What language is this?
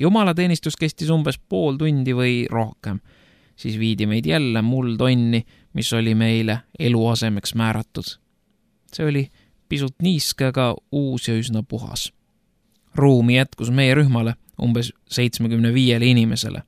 Estonian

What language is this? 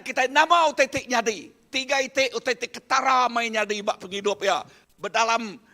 Iban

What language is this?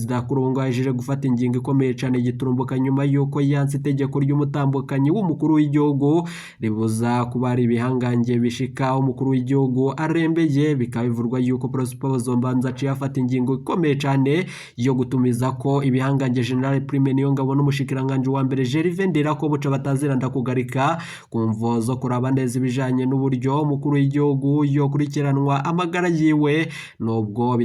Rundi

